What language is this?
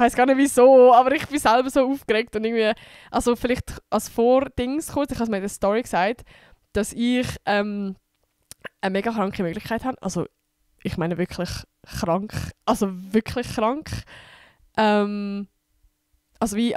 Swiss German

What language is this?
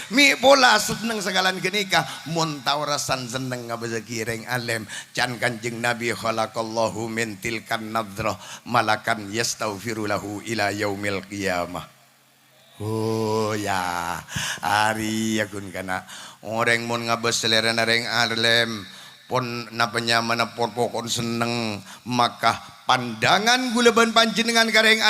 Madurese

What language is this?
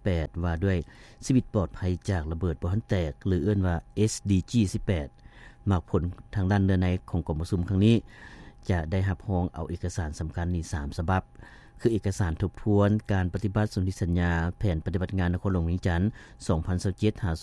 Lao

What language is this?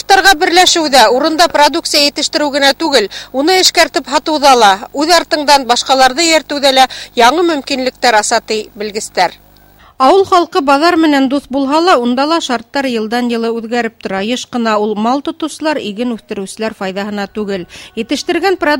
Bashkir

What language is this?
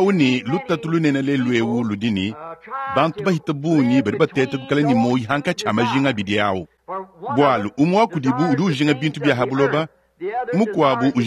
Luba-Lulua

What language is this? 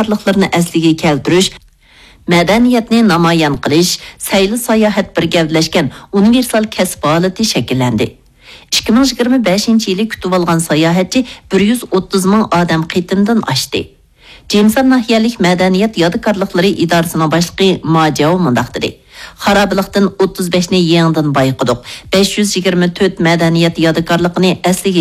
Uyghur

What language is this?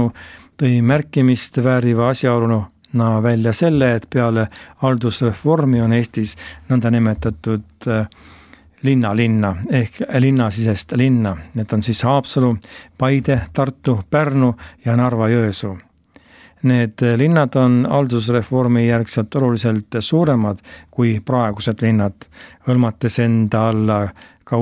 Estonian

